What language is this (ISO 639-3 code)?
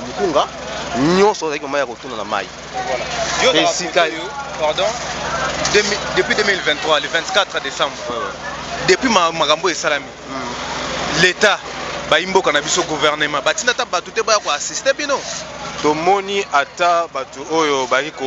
lin